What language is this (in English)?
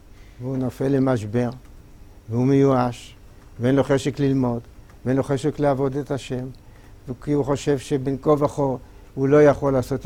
Hebrew